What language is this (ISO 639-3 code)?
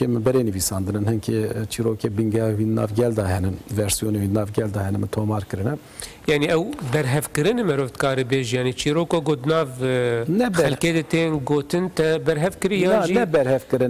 kur